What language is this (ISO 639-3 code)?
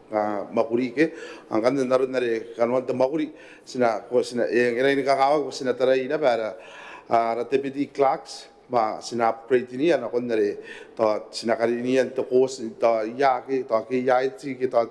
gil